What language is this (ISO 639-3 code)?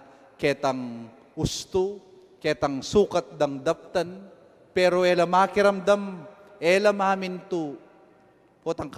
pam